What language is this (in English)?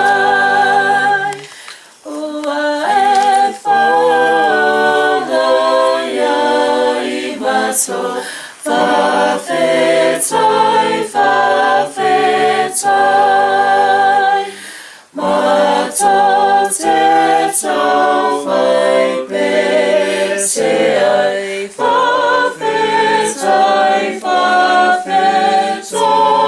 Samoan